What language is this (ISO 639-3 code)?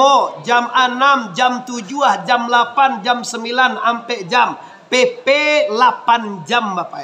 min